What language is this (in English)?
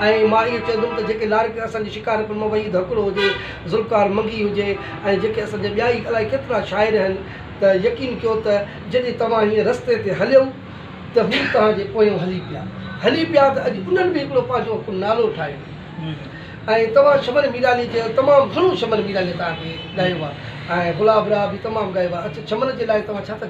Sindhi